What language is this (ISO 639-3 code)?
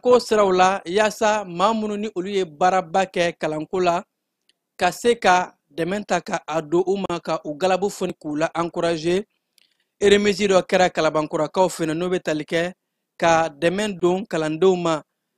bam